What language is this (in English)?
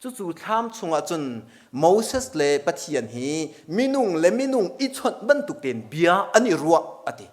Hakha Chin